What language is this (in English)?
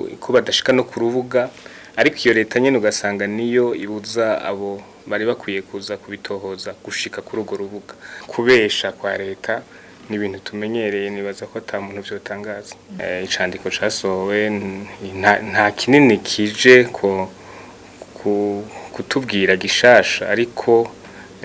Rundi